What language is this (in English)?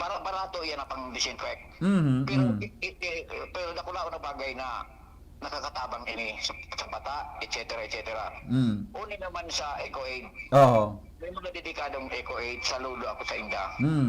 Bikol